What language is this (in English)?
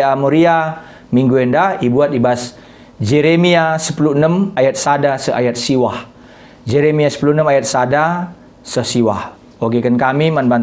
Batak Karo